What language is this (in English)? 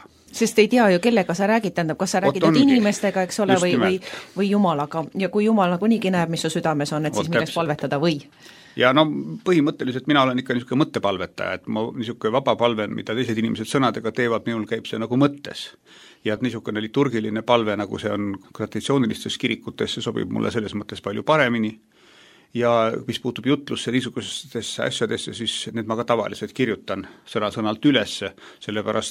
Estonian